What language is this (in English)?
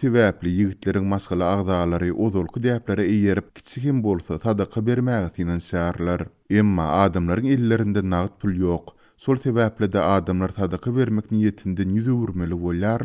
Turkmen